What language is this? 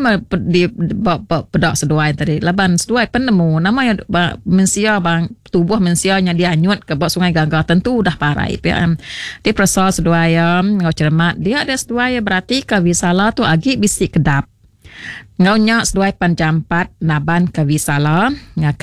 Iban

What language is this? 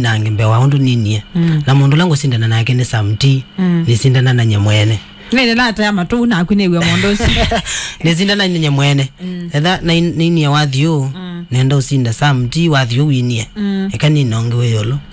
Kamba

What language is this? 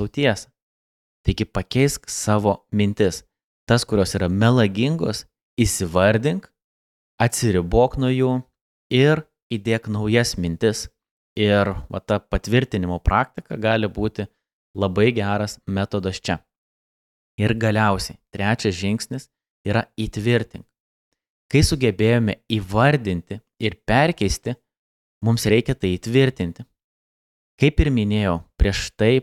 Lithuanian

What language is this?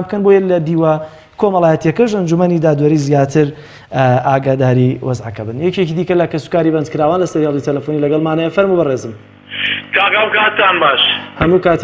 Central Kurdish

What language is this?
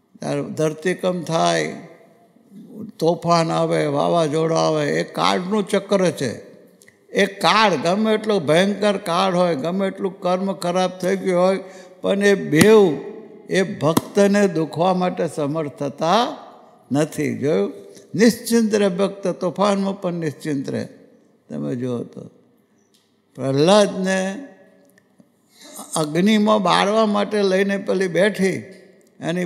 Gujarati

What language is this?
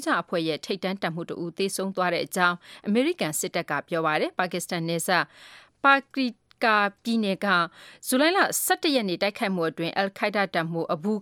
Burmese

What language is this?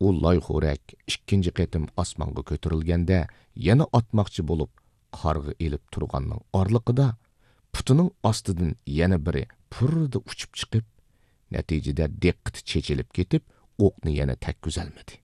Uyghur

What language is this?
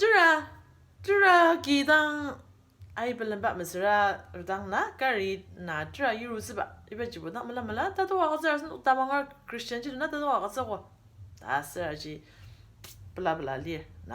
Ao Naga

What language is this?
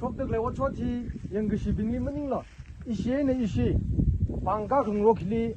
Tangkhul Naga (India)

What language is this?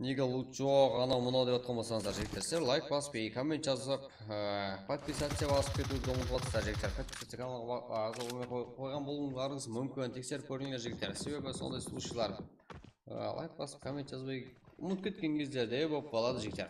Kara-Kalpak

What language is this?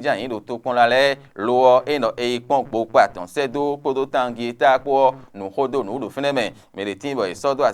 Fon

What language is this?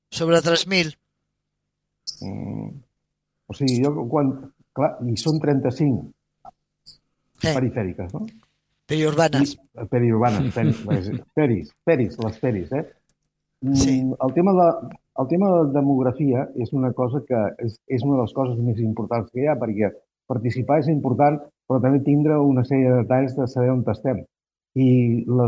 Catalan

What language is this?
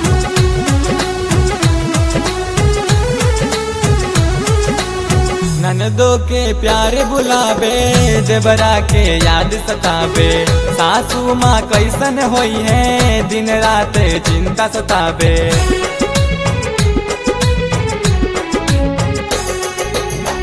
Bhojpuri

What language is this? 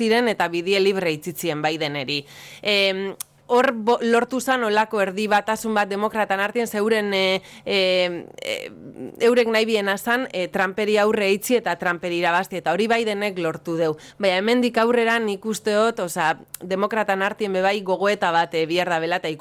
Basque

